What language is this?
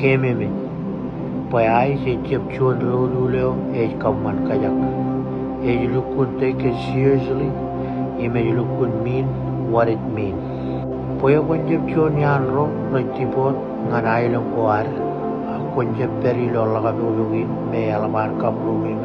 Marshallese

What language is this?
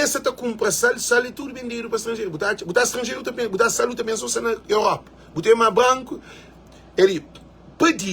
Kabuverdianu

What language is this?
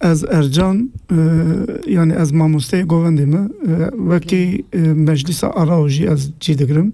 Kurdish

